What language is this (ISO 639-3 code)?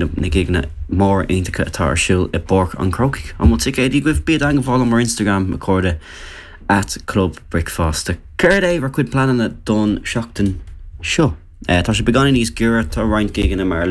gle